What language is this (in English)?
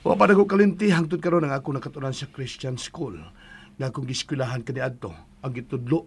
Cebuano